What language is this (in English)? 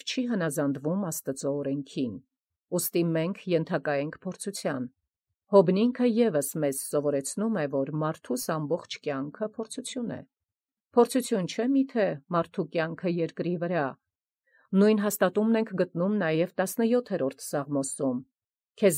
Armenian